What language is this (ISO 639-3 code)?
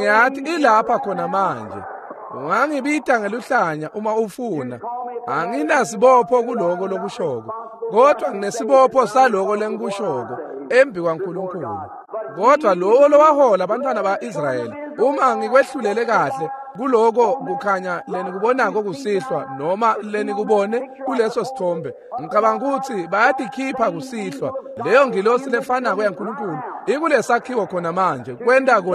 ssw